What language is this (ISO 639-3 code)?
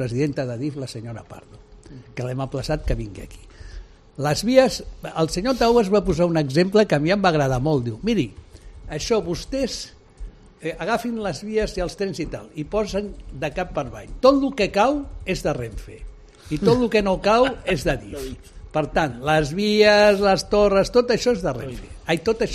cat